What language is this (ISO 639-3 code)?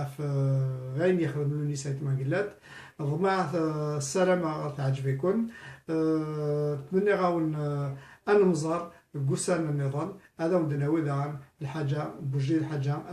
kab